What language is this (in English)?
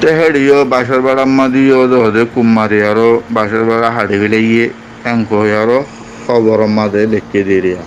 Rohingya